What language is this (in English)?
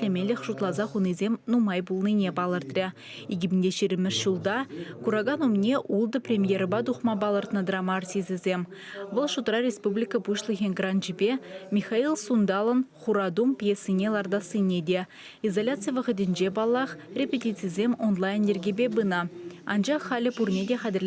Chuvash